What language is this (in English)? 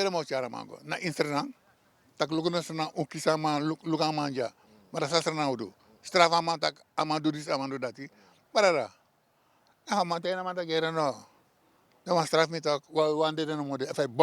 Sranan Tongo